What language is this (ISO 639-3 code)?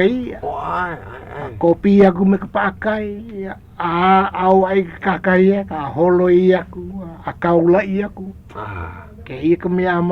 haw